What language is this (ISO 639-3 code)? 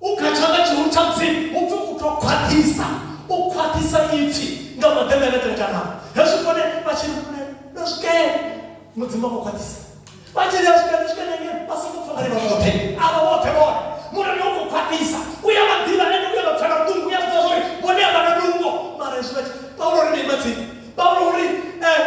ven